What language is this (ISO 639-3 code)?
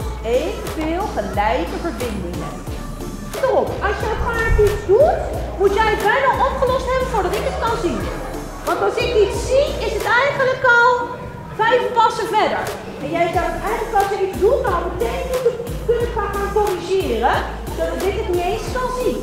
nld